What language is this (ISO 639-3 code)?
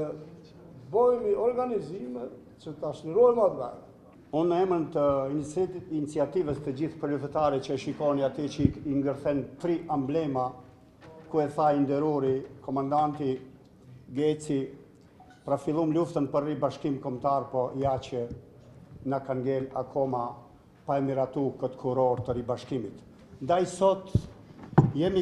sqi